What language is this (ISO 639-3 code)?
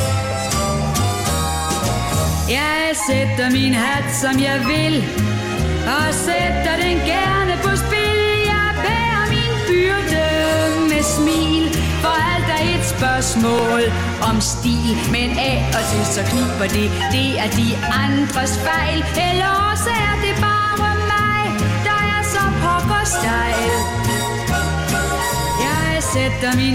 dan